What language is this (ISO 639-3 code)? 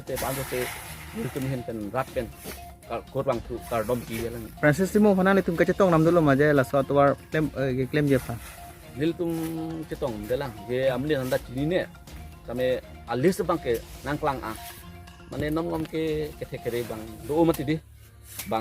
mjw